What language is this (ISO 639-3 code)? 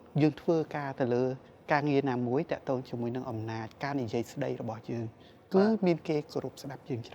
khm